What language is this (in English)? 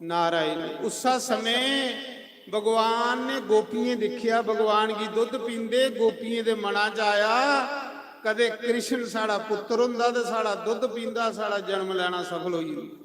Dogri